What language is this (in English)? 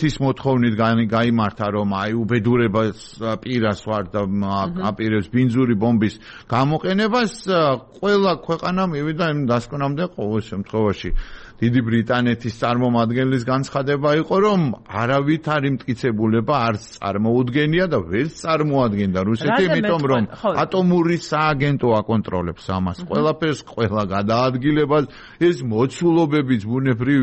Georgian